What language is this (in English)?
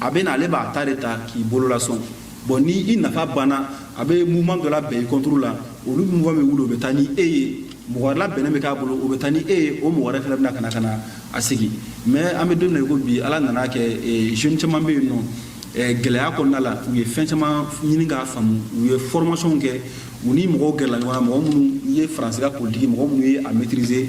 Bambara